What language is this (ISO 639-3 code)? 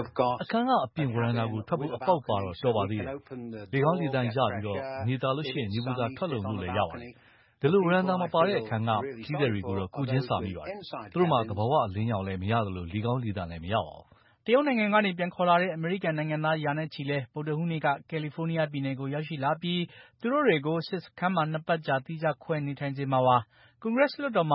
mya